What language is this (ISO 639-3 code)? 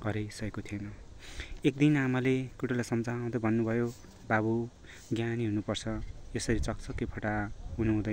nep